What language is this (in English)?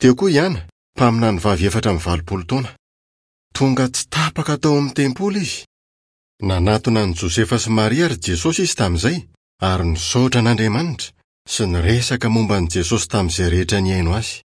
Malagasy